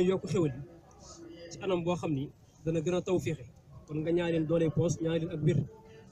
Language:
Wolof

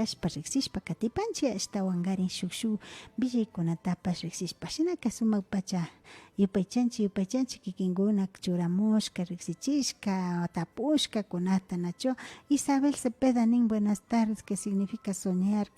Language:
Imbabura Highland Quichua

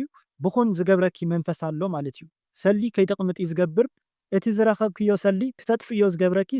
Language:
Tigrinya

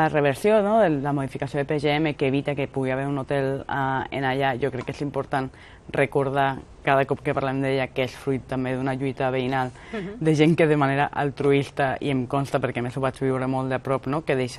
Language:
Catalan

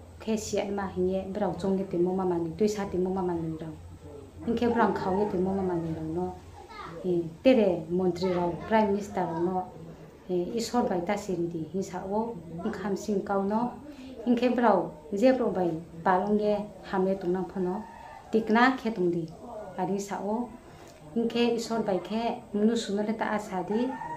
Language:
Riang (India)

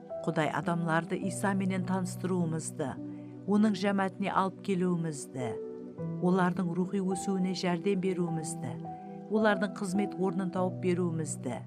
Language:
Kara-Kalpak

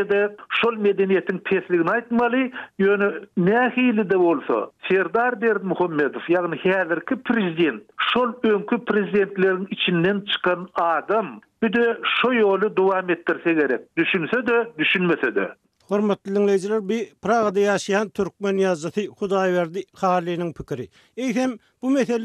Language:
Turkmen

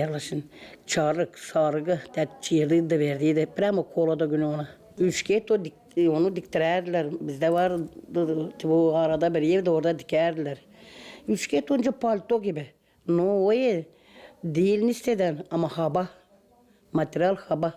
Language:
Gagauz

